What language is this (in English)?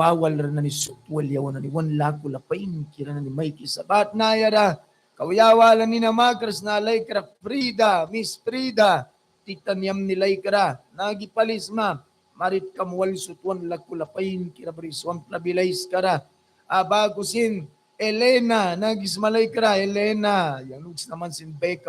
Mískito